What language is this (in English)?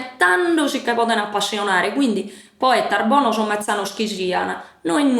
Sardinian